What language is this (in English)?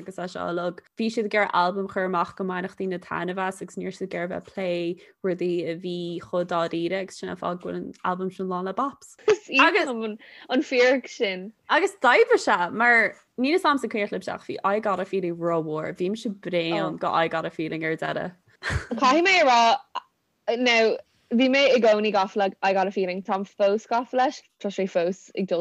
Irish